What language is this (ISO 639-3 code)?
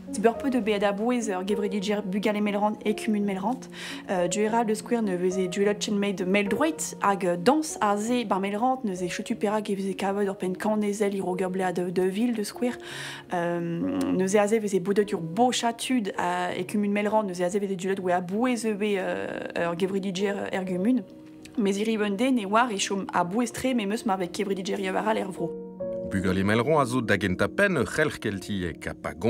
bre